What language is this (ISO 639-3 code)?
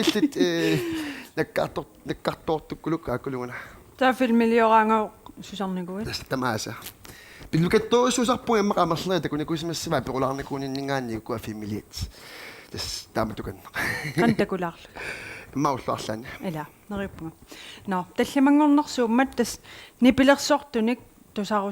kal